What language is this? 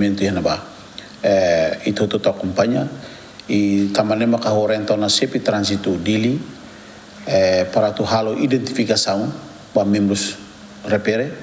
Tetum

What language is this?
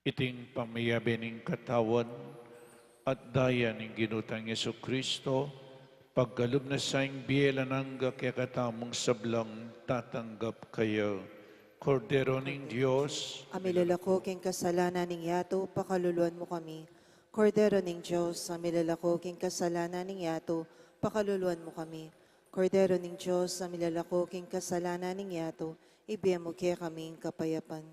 Pampanga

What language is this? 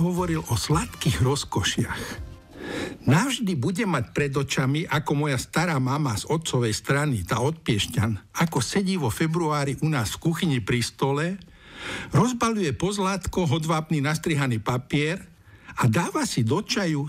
Slovak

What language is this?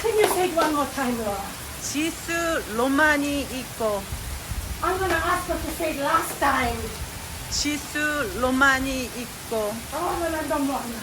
Fijian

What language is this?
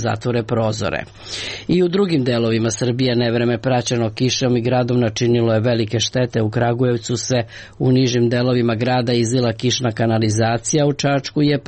Serbian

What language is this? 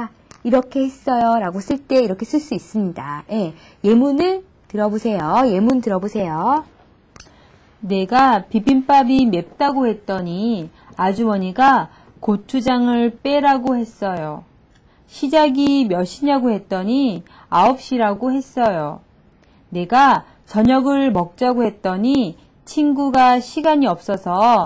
Korean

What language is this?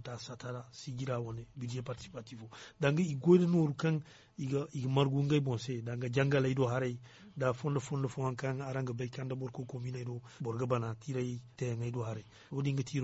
Zarma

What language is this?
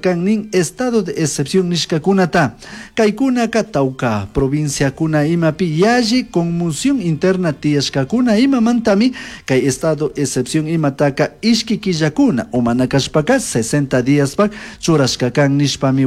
Chimborazo Highland Quichua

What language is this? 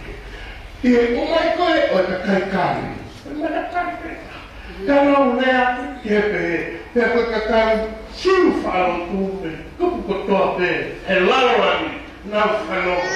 Tongan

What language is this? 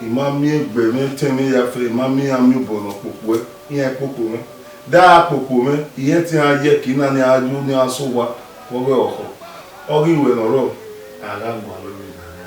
Bini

